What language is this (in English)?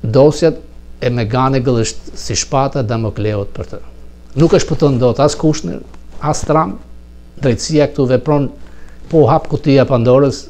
Albanian